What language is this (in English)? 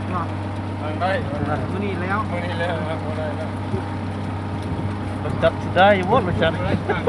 Lao